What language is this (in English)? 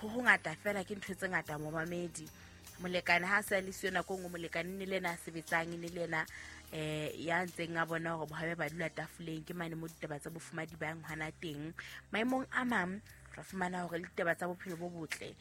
Southern Sotho